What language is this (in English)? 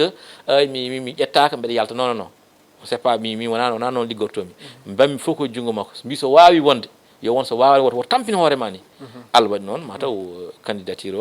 Fula